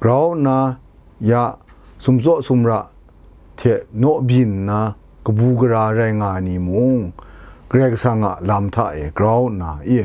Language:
Kachin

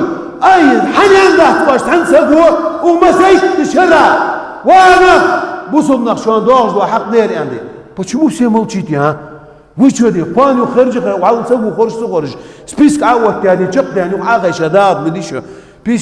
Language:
Ingush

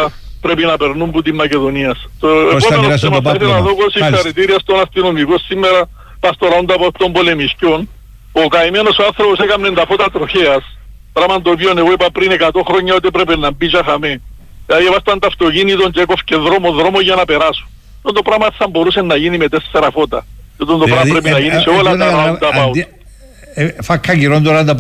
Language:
Greek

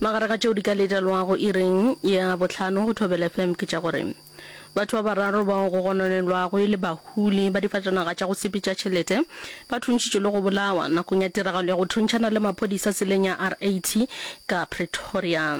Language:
Northern Sotho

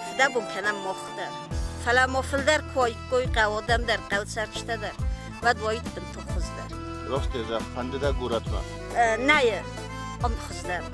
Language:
Ossetic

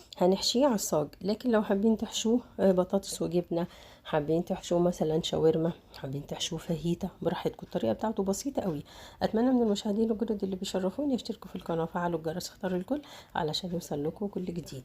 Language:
Egyptian Arabic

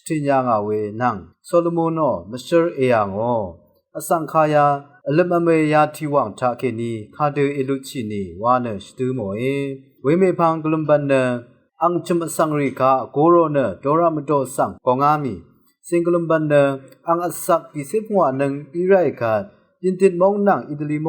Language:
Rawang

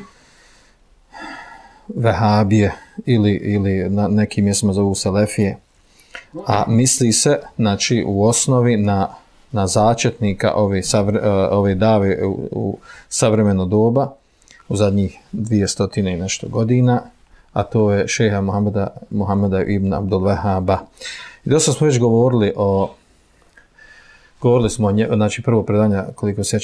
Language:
Bosnian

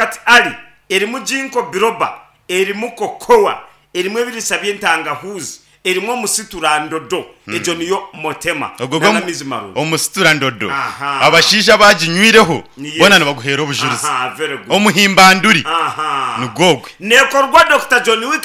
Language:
Nyankole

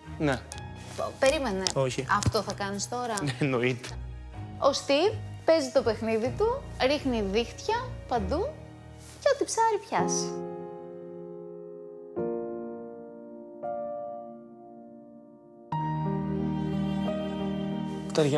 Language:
Greek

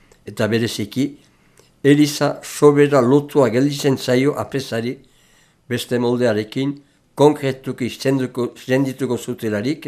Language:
Basque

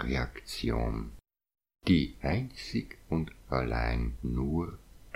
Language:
German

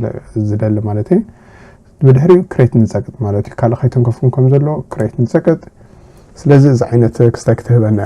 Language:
Tigrinya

